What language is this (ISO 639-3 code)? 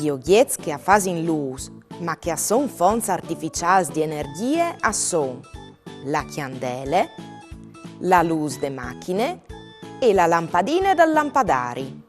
fur